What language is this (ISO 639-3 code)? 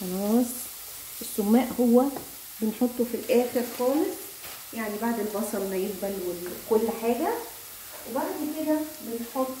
arz